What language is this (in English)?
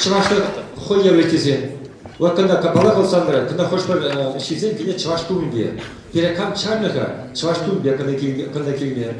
Chuvash